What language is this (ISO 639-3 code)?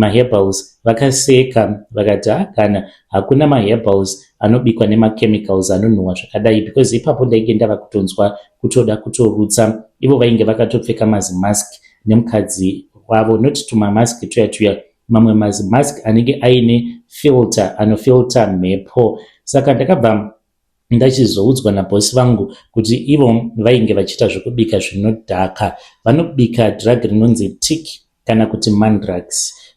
sna